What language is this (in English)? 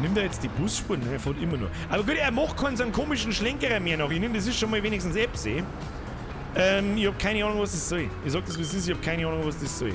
Bavarian